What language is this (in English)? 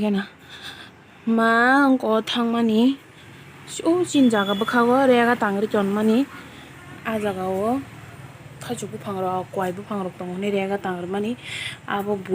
Kok Borok